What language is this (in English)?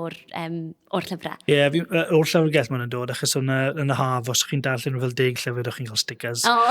Welsh